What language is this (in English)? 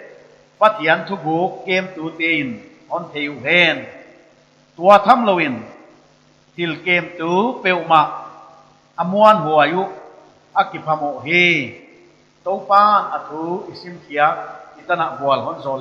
Paite Chin